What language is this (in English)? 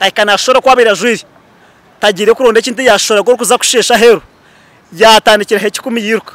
Nyankole